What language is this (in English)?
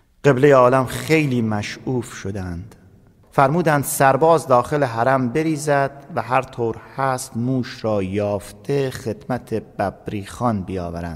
Persian